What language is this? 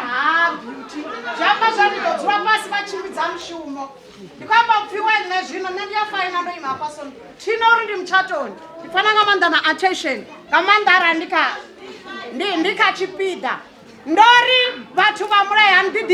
Venda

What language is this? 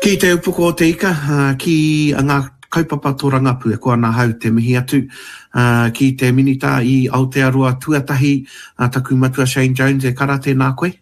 Māori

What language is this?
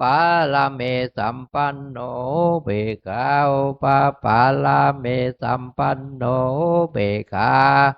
Pali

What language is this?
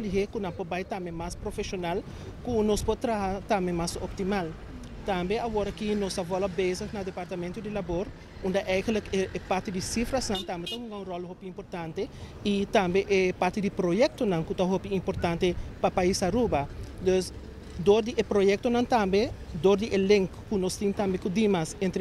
Papiamento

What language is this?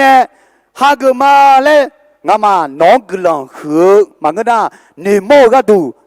Akha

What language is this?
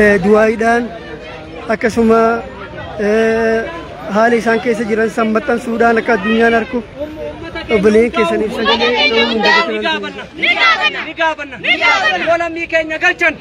Oromo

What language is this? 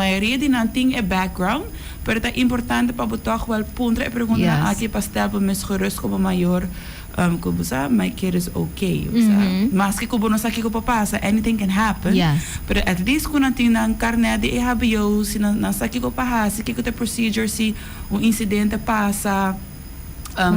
Papiamento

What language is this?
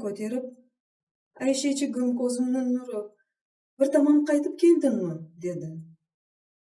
Crimean Tatar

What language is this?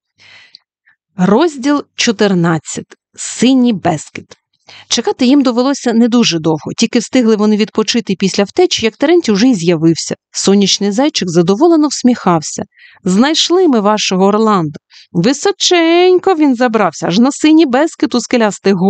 Ukrainian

